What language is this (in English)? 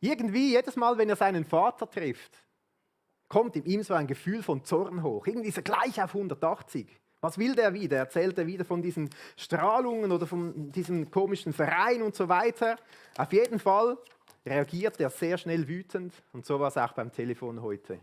Swiss German